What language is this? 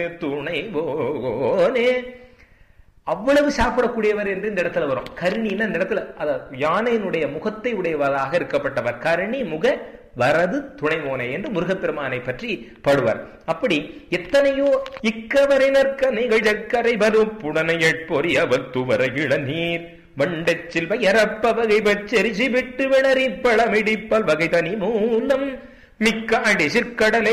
Tamil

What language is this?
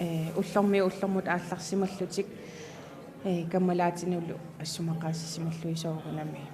Kalaallisut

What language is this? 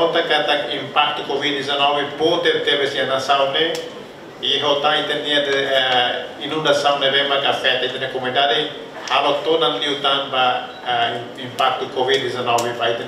Tetum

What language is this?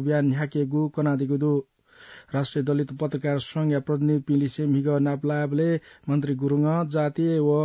Newari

